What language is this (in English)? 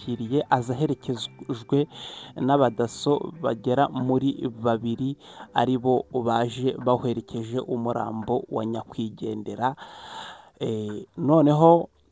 Kinyarwanda